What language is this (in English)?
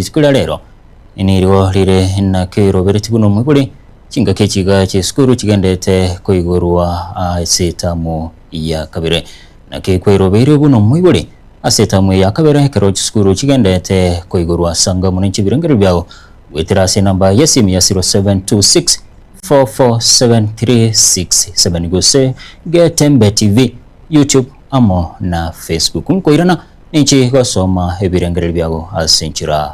Gusii